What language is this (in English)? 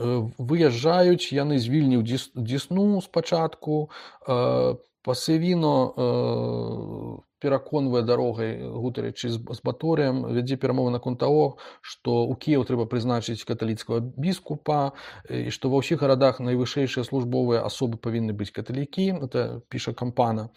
Belarusian